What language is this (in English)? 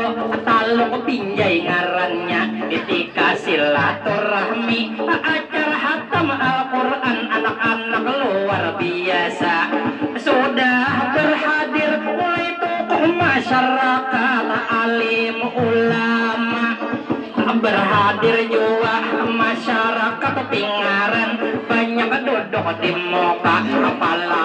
Banjar